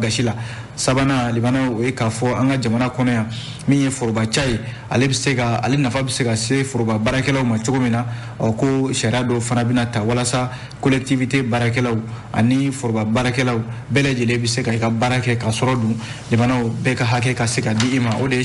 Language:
Bambara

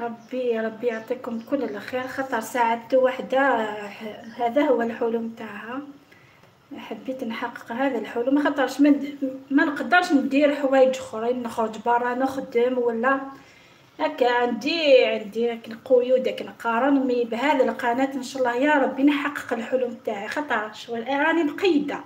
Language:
Algerian Arabic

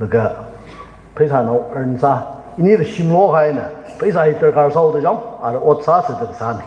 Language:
Tangkhul Naga (India)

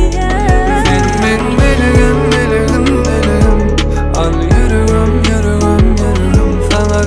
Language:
Turkish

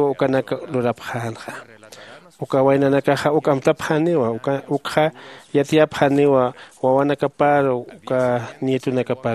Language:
Aymara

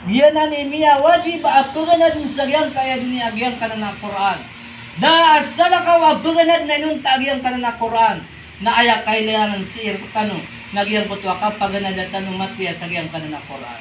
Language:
Maranao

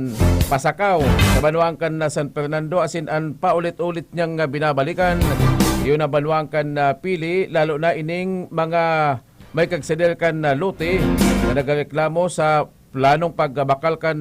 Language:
Bikol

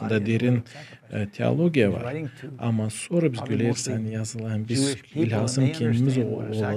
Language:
Gagauz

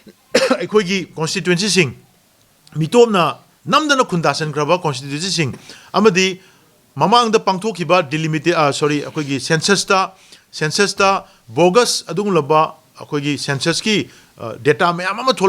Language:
Manipuri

